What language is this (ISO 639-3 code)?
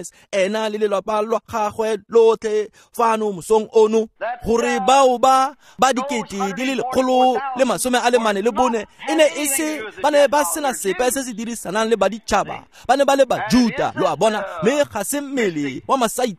tsn